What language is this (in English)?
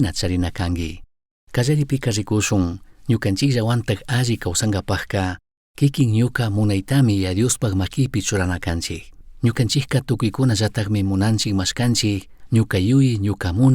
Chimborazo Highland Quichua